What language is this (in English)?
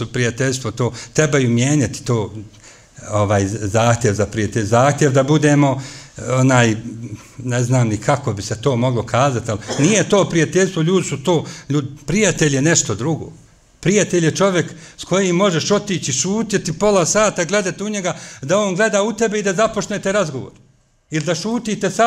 Bosnian